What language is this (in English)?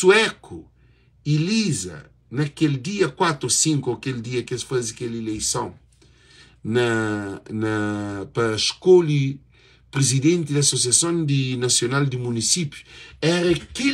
Kabuverdianu